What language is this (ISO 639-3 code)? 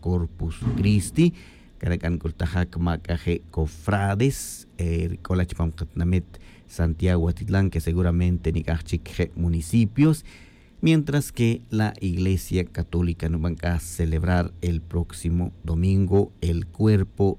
tzj